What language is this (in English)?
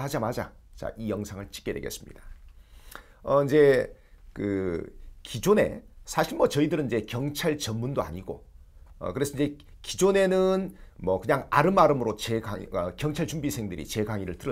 Korean